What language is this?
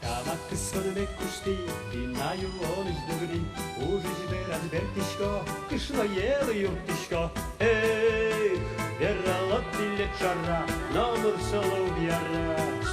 Udmurt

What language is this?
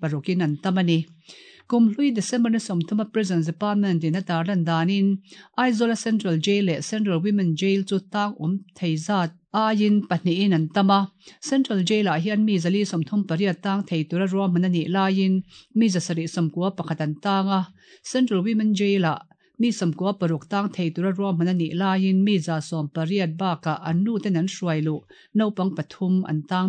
Mizo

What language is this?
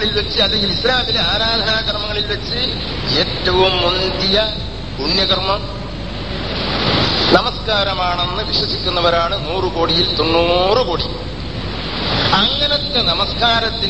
Malayalam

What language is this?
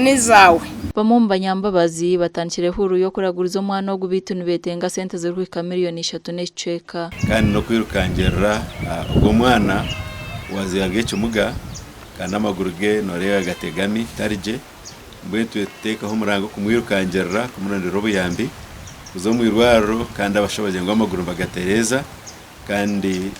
Nyankole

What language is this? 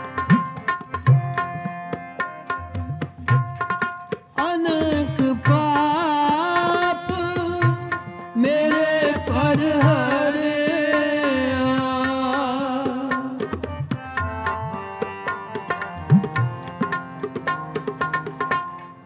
Punjabi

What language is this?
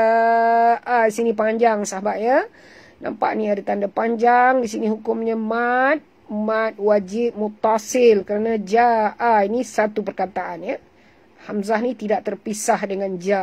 Malay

